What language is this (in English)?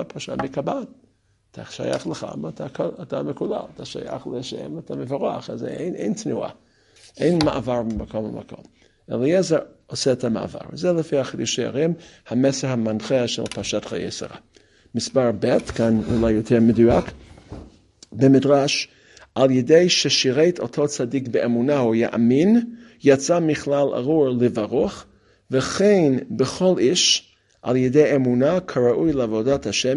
Hebrew